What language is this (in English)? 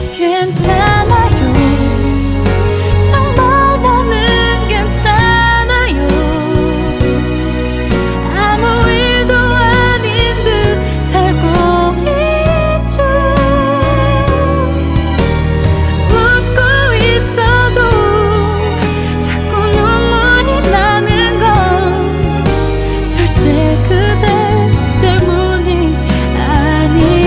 Korean